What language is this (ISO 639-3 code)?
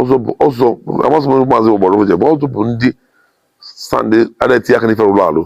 ibo